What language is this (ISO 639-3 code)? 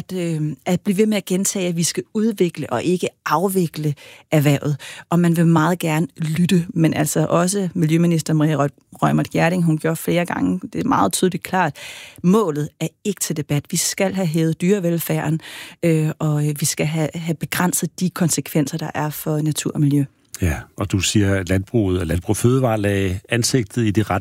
dan